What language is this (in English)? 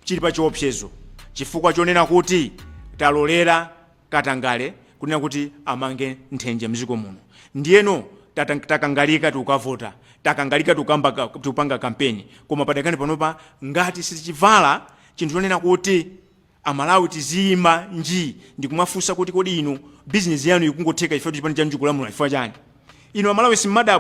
Nyanja